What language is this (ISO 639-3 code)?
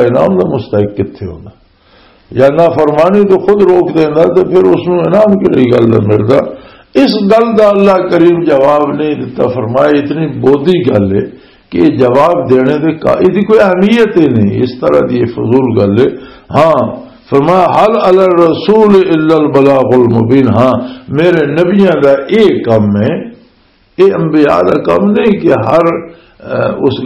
lah